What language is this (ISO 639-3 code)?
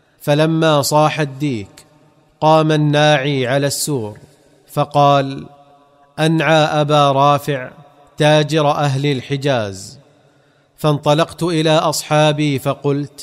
ara